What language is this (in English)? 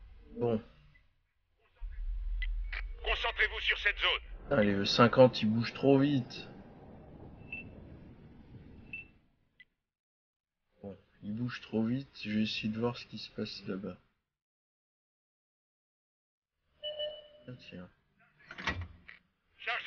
French